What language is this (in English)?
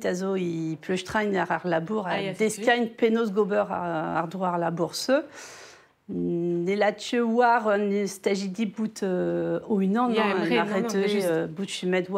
Breton